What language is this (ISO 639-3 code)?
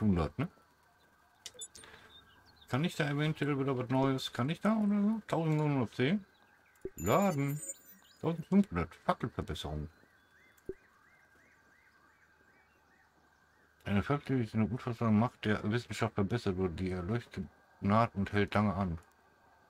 deu